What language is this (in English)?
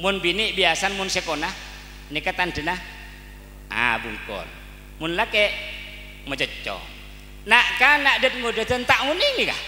Madurese